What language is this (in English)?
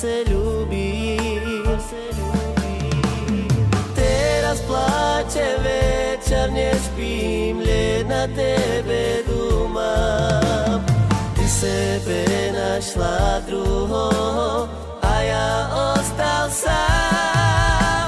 Slovak